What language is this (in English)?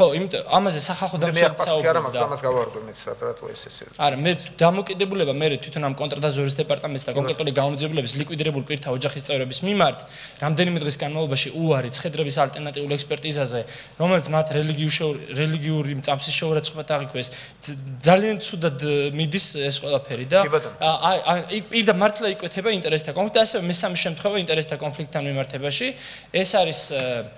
Georgian